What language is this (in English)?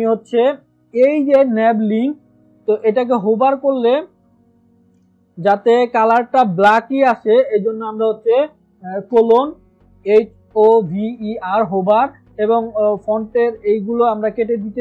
Bangla